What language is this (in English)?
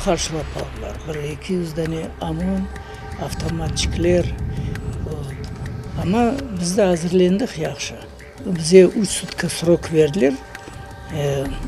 Crimean Tatar